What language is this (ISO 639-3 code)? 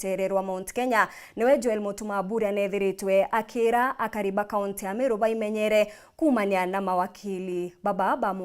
mer